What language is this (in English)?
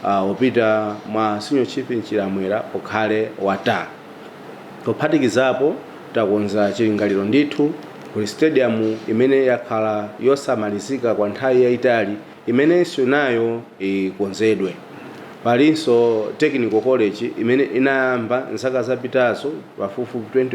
Nyanja